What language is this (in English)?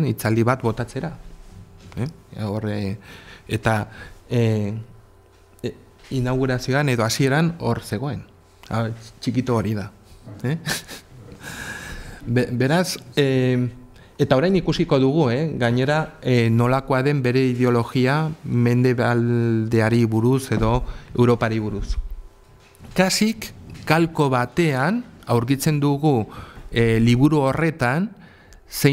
Basque